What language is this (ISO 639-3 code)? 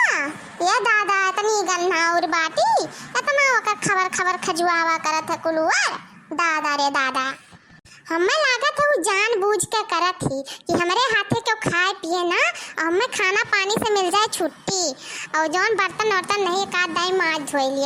awa